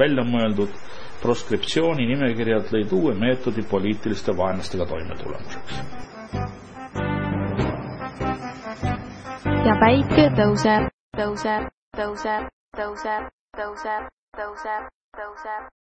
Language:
Estonian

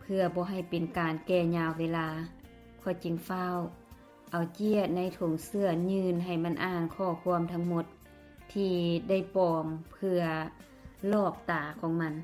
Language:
Lao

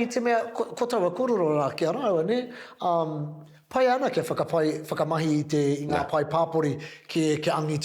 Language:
Māori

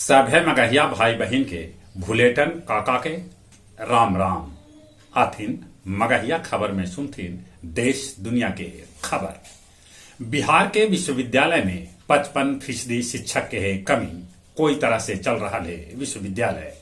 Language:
Magahi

